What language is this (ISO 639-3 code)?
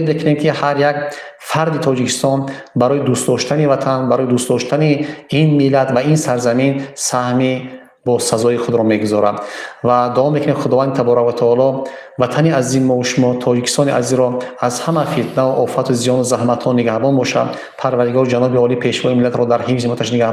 tgk